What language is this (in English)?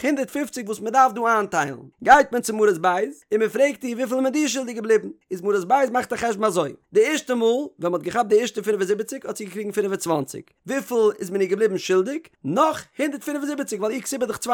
Yiddish